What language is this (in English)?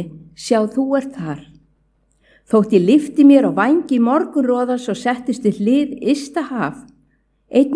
Icelandic